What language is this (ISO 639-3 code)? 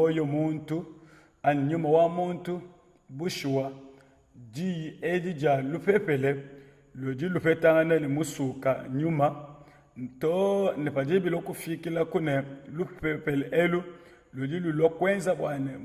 lua